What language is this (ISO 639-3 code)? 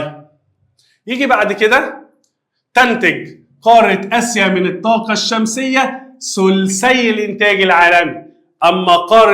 arz